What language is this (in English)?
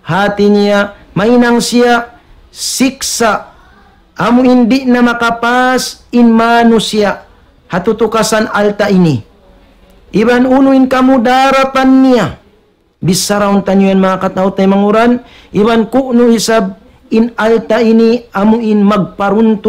Tausug